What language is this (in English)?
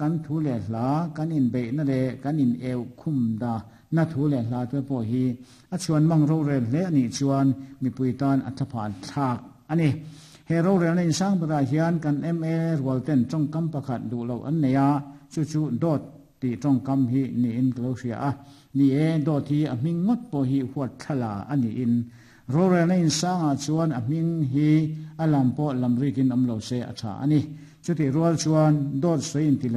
Mizo